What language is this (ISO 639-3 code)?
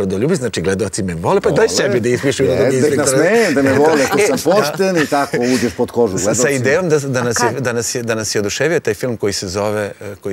srp